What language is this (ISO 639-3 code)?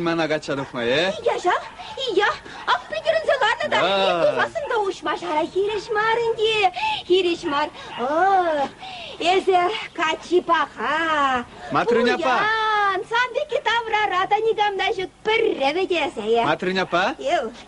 chv